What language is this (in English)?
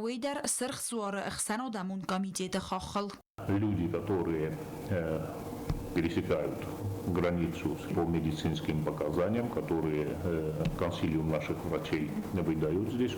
Ossetic